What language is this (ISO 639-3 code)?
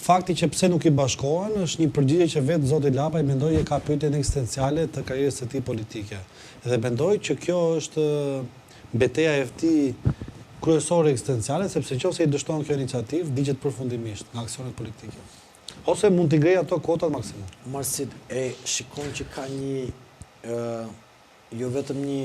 sqi